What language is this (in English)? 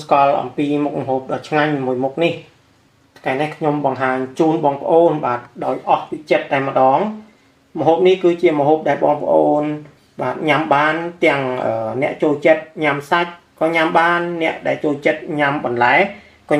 Khmer